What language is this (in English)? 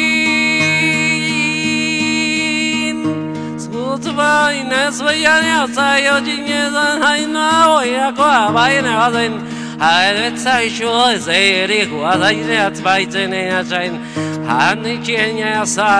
Basque